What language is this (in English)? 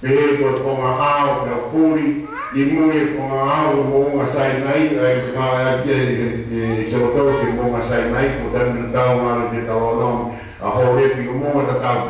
Tongan